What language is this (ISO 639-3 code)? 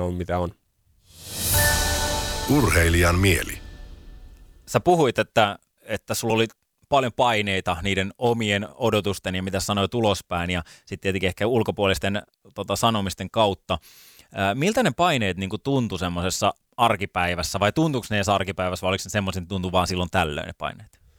fin